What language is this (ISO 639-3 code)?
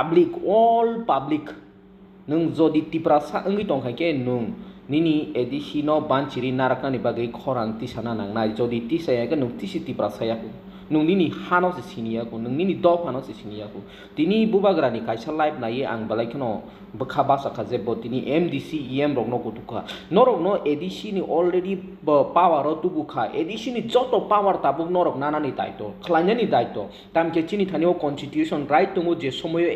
trp